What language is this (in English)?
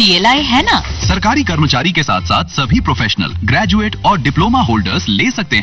Hindi